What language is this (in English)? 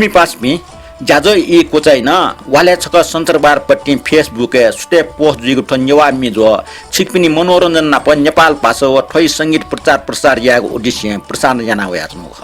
Newari